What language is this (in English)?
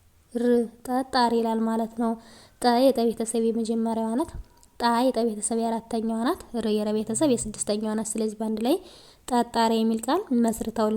Amharic